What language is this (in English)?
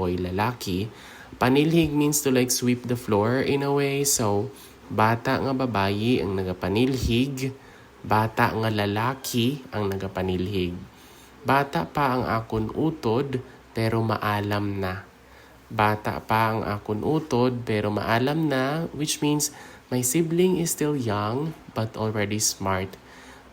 Hiligaynon